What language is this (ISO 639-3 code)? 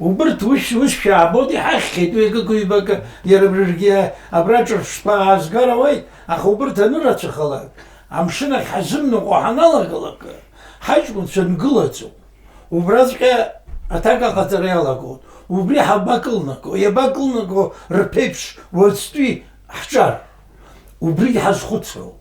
abk